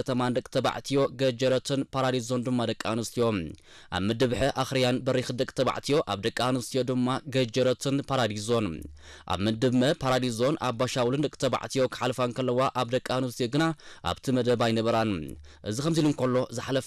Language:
Tigrinya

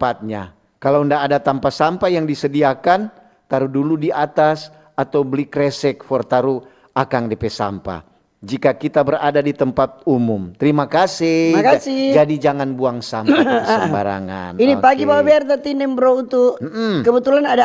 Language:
Manado Malay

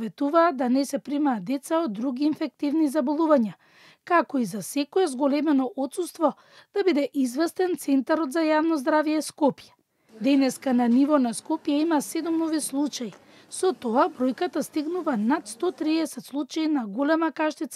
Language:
Macedonian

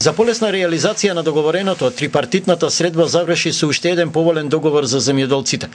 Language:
Macedonian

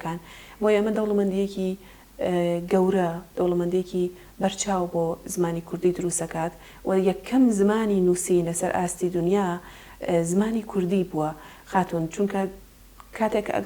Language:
Central Kurdish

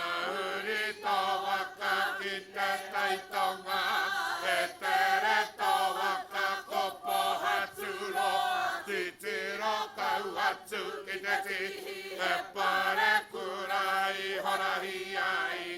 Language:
Māori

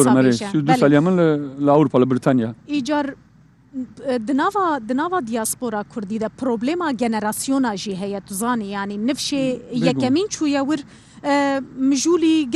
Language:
Kurdish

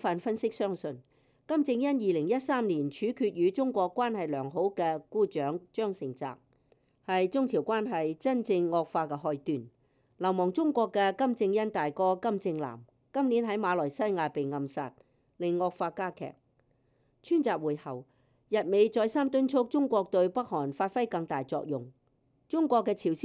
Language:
Cantonese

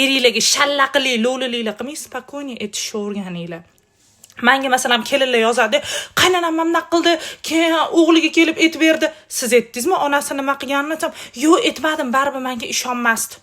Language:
Uzbek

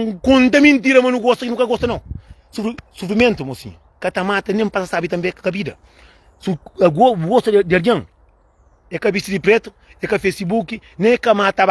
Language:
Kabuverdianu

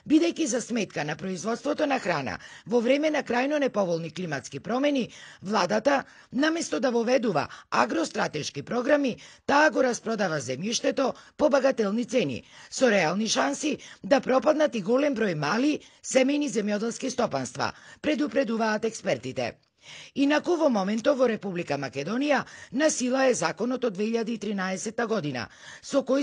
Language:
Macedonian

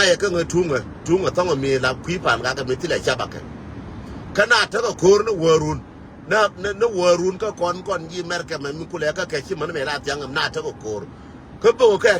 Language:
Nuer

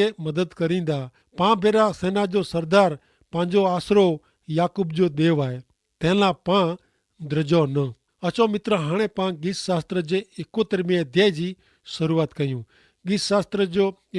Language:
Kachhi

